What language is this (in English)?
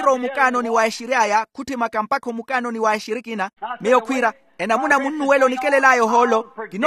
Makhuwa